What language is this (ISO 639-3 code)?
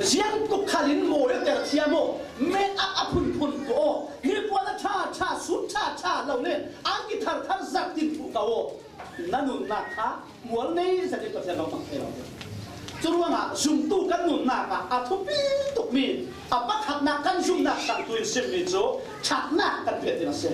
cfm